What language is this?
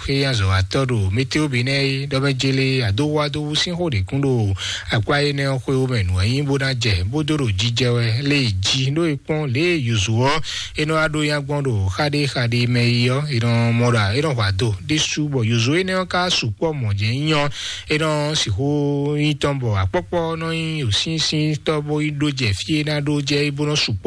Fon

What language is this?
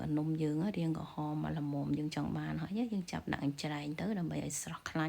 Khmer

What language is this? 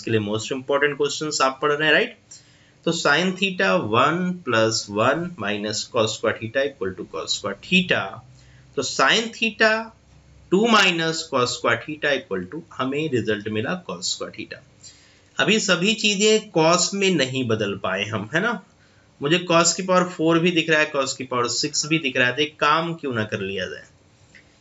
Hindi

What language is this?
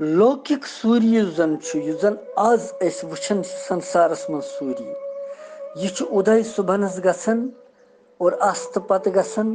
Kashmiri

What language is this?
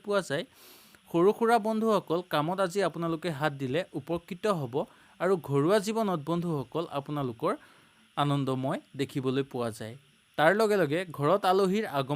Assamese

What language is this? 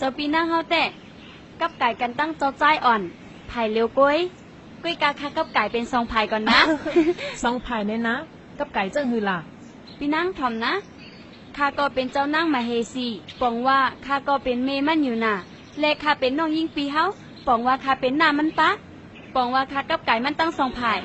Shan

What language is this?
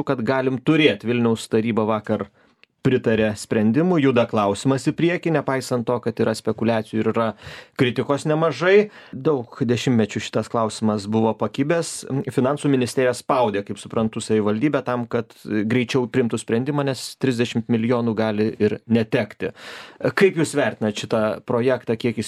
Lithuanian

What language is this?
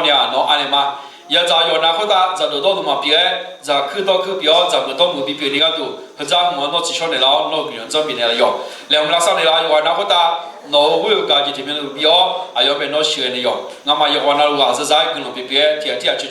Akha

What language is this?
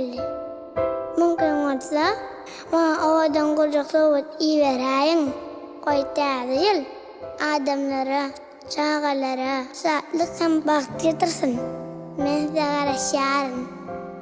Turkmen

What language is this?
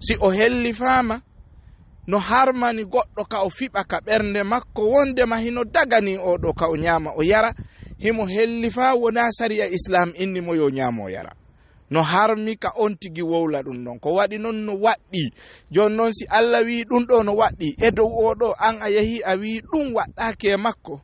Fula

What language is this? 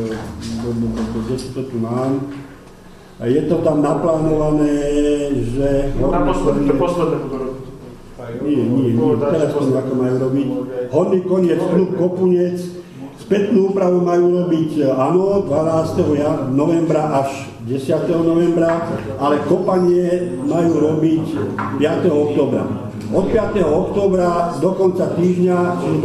Slovak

